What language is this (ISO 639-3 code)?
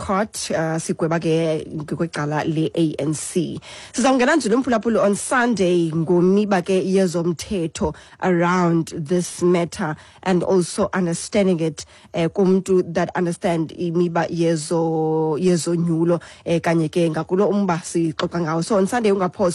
xho